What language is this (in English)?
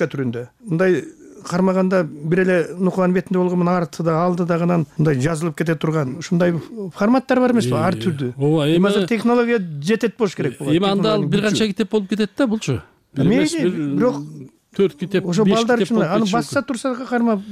Kyrgyz